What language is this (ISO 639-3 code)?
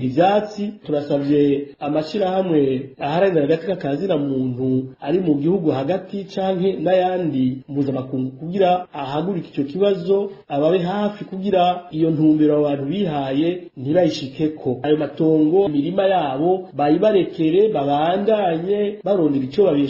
run